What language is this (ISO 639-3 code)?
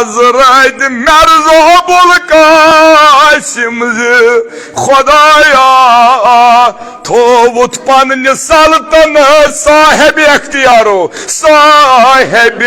kas